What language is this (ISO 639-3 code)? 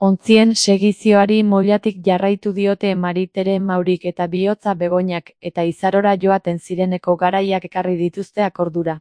eus